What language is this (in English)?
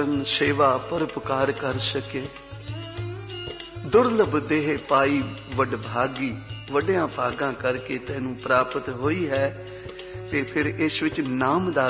Punjabi